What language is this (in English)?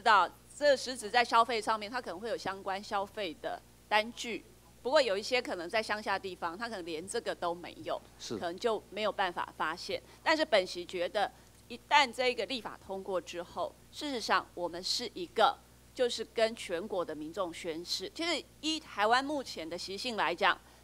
Chinese